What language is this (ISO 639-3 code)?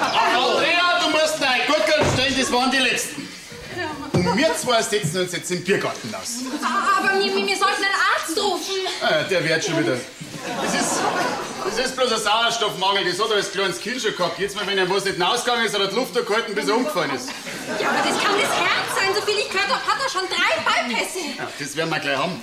bar